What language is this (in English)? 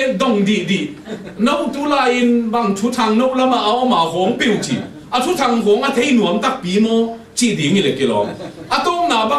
Tedim Chin